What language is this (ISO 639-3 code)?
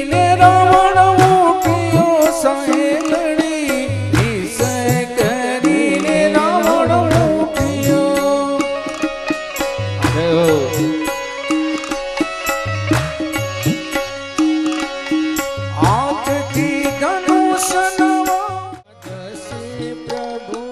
guj